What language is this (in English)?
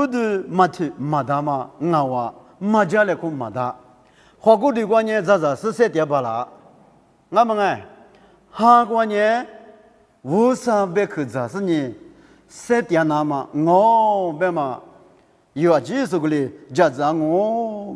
Lisu